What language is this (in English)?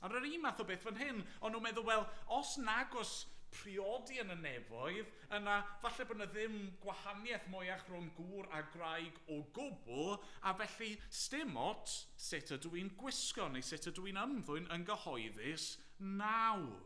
Welsh